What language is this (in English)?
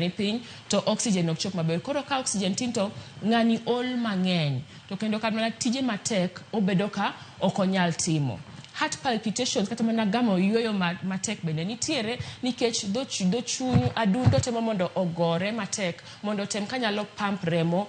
Luo (Kenya and Tanzania)